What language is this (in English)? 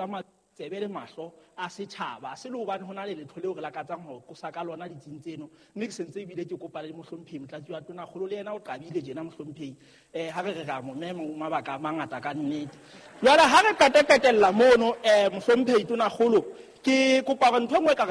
Southern Sotho